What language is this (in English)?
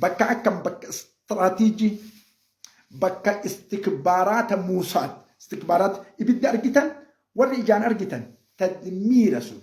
Oromo